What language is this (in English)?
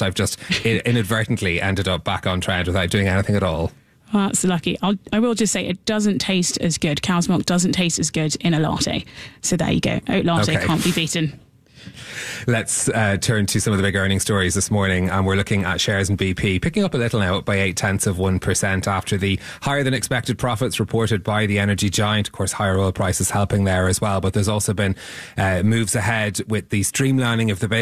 English